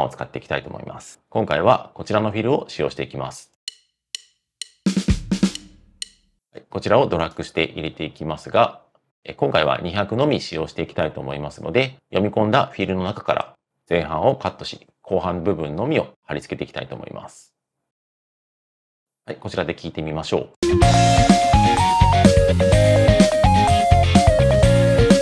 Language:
Japanese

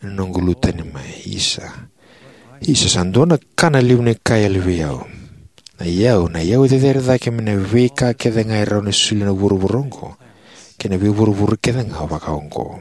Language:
Fijian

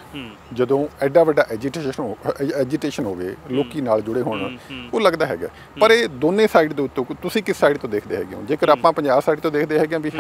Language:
Punjabi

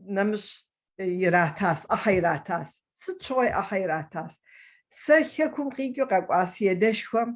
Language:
Kabardian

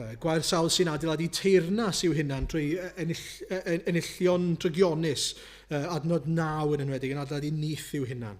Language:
Welsh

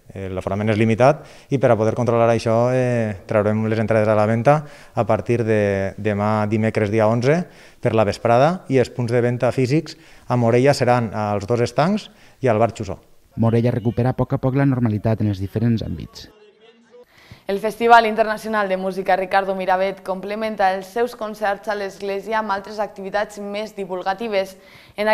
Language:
Catalan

